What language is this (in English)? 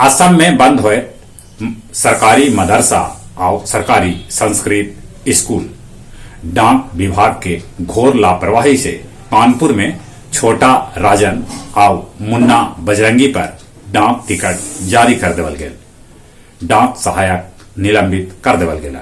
Magahi